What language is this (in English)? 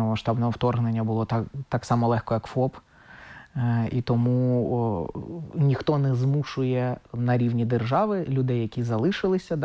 Ukrainian